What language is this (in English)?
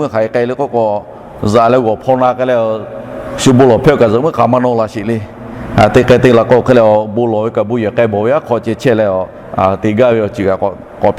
Lahu